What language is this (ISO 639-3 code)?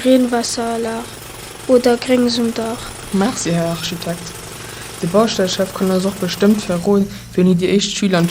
ltz